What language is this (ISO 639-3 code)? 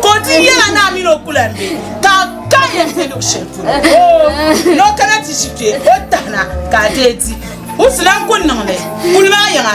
dag